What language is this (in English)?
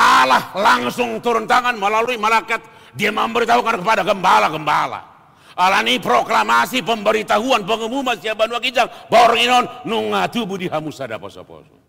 Batak Toba